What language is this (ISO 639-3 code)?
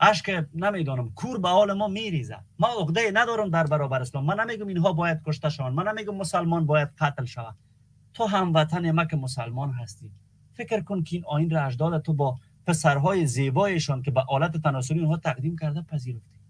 fas